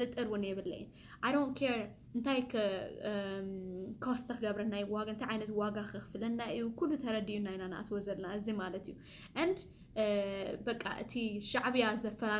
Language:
Tigrinya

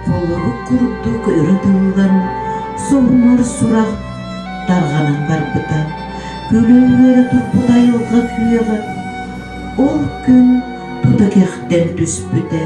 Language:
Yakut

